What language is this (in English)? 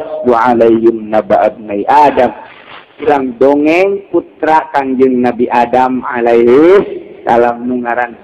Sundanese